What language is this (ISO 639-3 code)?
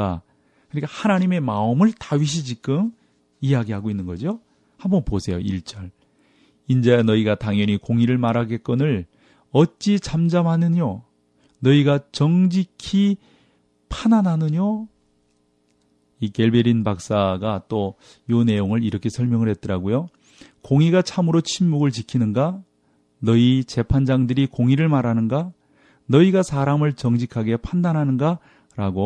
kor